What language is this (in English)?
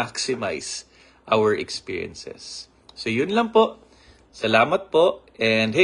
Filipino